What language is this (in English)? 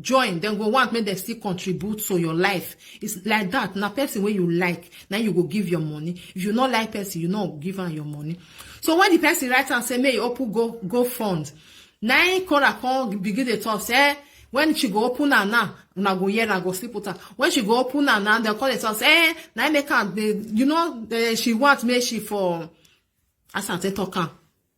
Nigerian Pidgin